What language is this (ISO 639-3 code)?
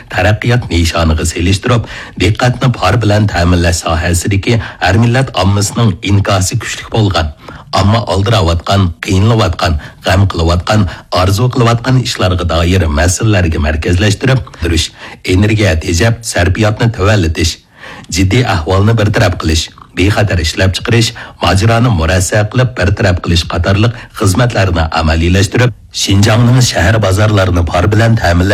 uig